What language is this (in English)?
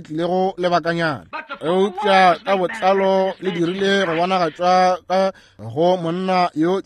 Northern Sotho